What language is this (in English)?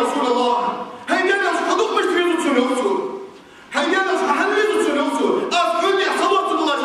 Ingush